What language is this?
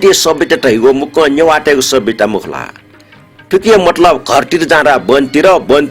Newari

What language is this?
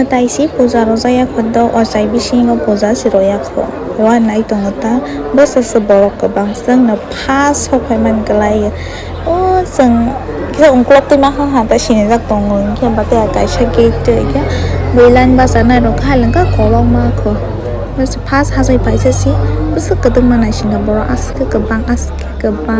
Kok Borok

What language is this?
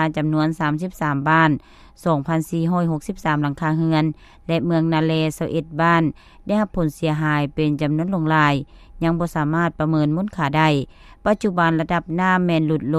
Lao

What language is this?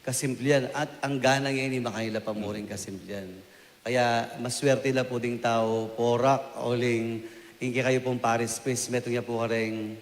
Pampanga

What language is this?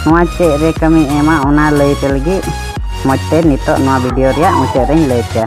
Santali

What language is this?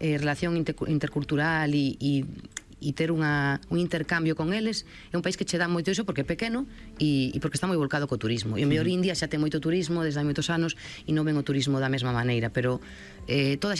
Galician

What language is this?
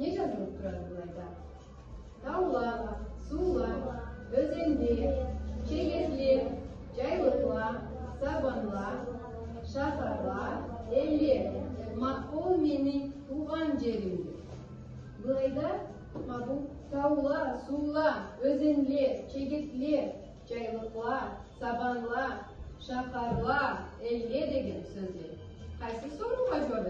Karachay-Balkar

